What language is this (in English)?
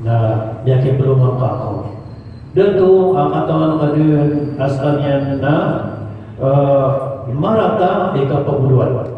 Maranao